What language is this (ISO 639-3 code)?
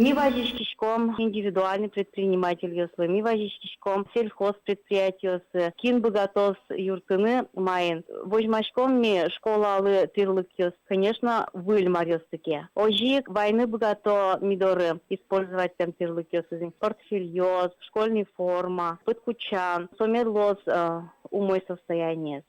udm